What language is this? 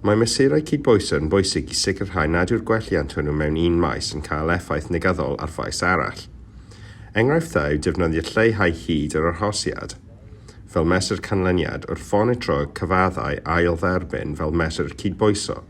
Welsh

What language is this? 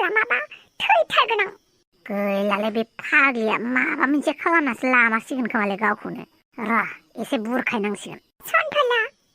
Bodo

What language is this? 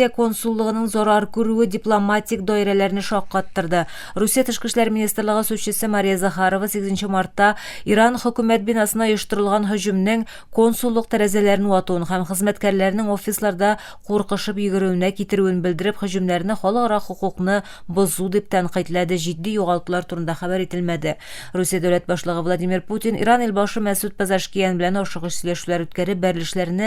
Tatar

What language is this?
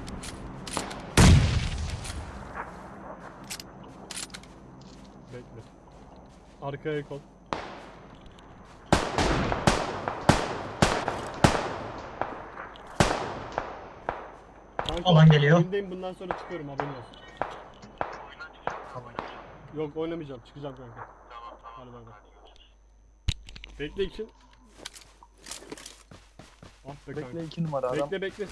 Turkish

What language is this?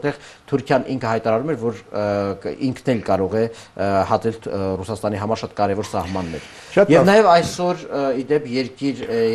Armenian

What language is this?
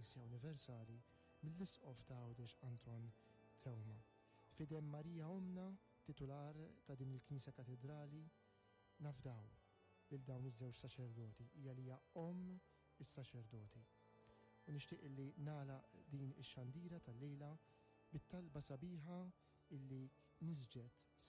Maltese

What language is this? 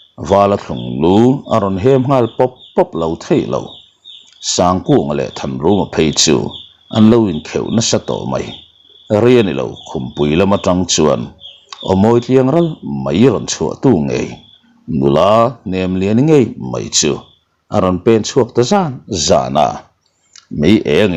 Mizo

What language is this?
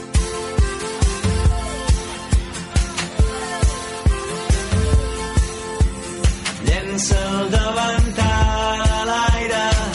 Catalan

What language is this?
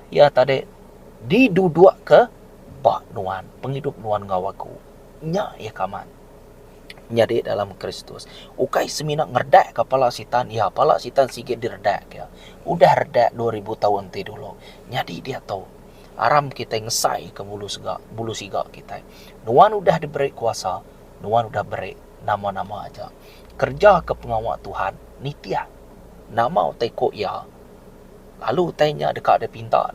Iban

